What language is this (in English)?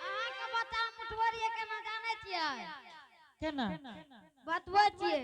Angika